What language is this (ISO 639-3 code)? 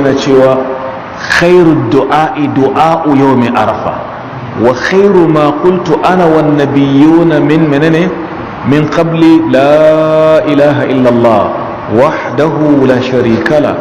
hau